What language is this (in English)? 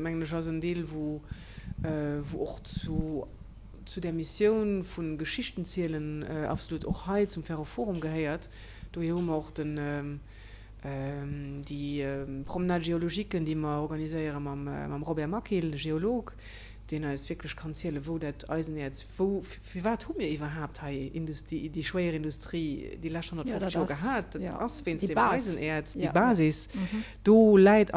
Luxembourgish